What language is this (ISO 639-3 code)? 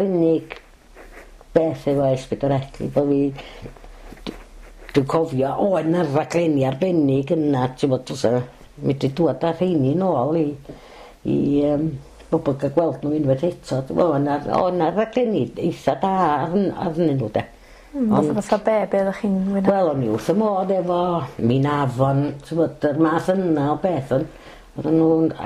cym